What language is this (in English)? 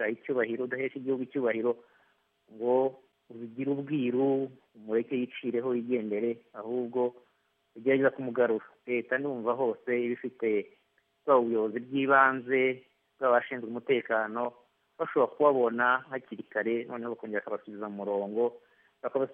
Kinyarwanda